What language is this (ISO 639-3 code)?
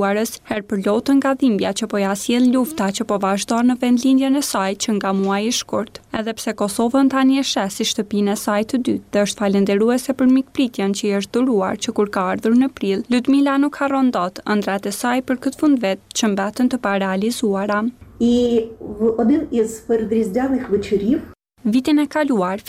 sqi